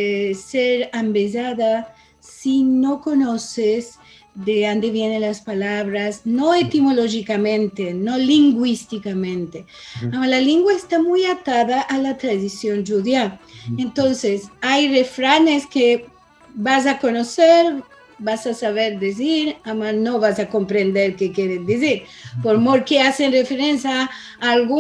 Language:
Ladino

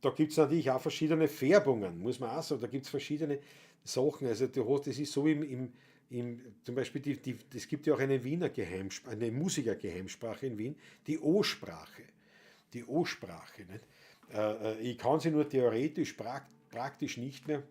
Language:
Bavarian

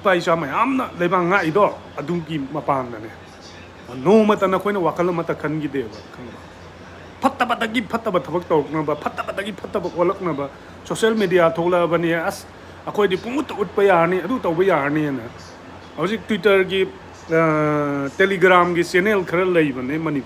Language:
Manipuri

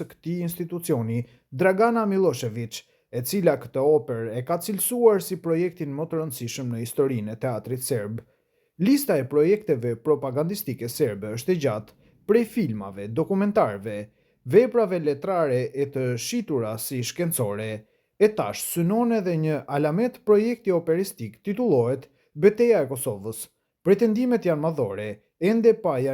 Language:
Albanian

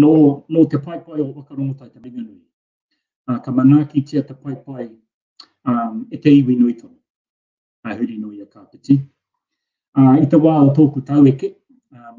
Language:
Māori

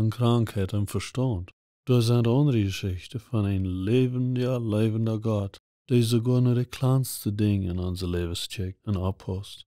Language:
Plautdietsch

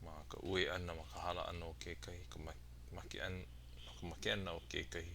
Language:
Hawaiian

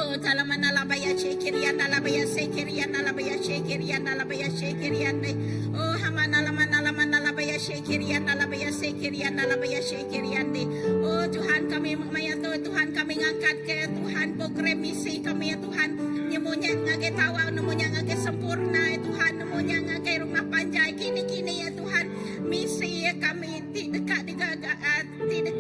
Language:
Iban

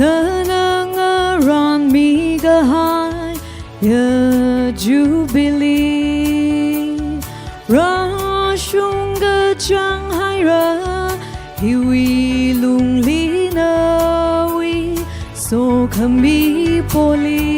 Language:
Tangkhul Naga (India)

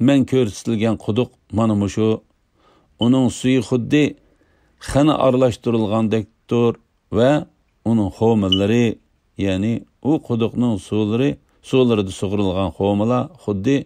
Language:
Uyghur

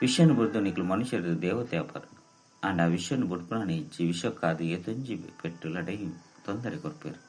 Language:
Tulu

